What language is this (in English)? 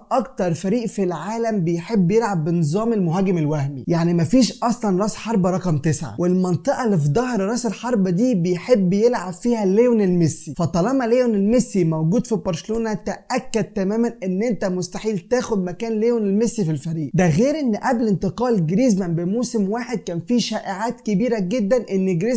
Egyptian Arabic